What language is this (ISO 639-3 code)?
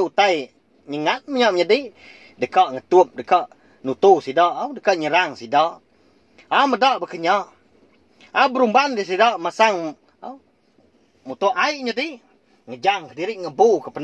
iba